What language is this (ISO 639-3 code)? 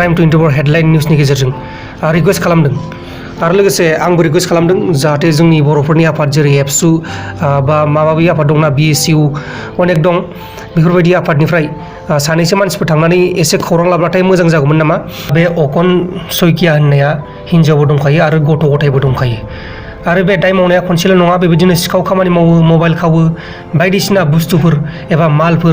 brx